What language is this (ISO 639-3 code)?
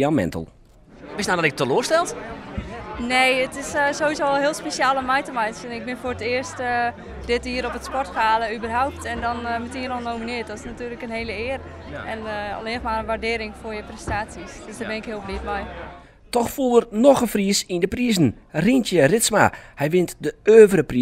fry